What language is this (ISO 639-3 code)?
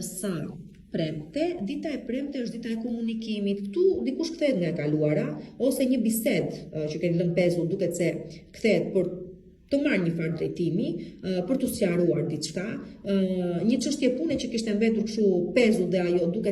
sqi